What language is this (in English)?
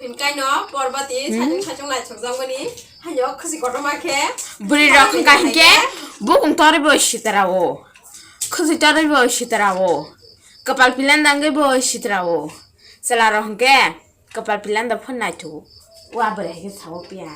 Kok Borok